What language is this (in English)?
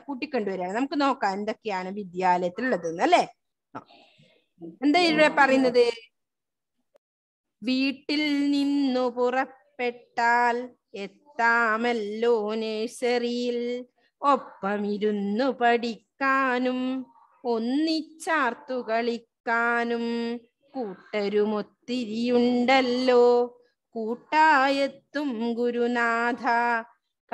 Malayalam